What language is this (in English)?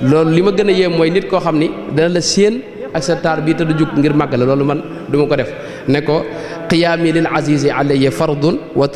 Wolof